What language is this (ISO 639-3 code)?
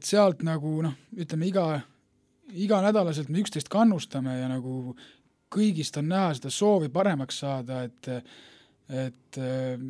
est